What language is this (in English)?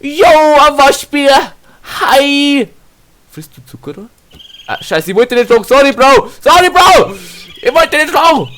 Bavarian